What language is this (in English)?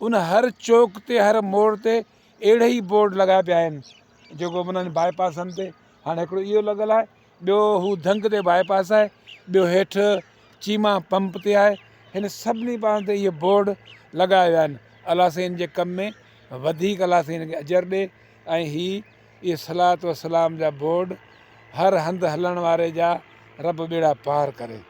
Sindhi